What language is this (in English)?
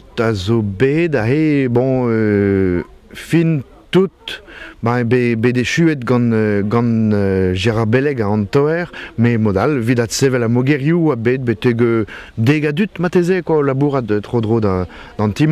Breton